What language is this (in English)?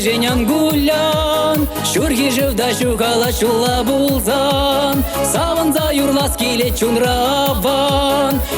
Chuvash